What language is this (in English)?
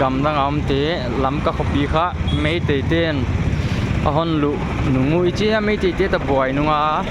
Paite Chin